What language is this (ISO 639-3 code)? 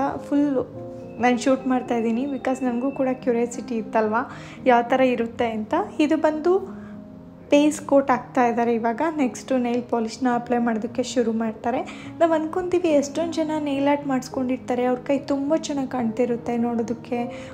kan